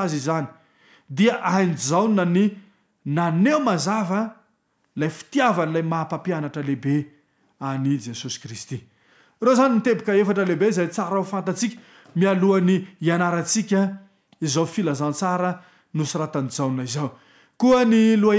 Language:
Malagasy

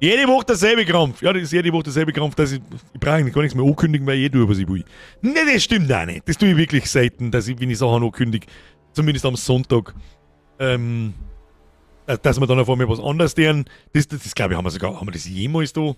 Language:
Bavarian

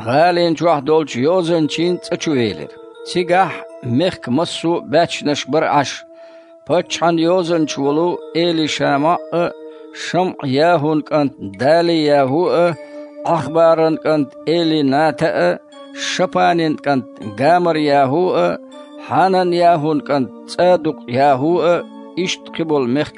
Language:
Chechen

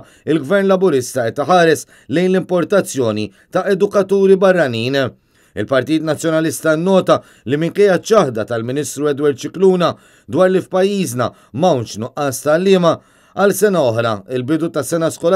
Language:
Maltese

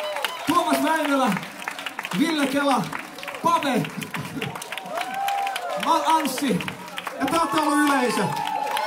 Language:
Finnish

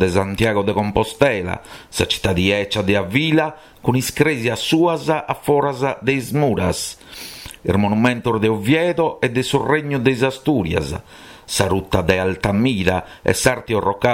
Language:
Sardinian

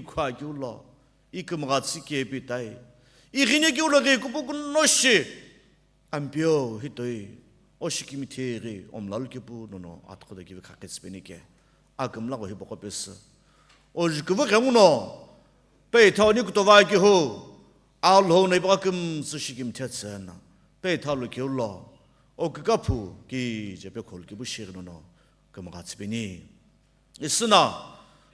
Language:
Sumi Naga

